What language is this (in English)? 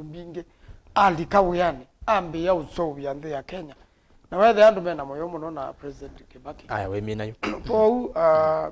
Kamba